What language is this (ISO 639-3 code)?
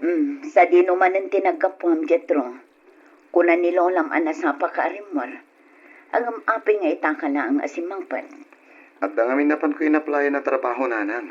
ilo